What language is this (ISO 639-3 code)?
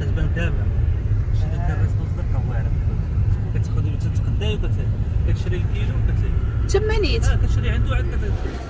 ary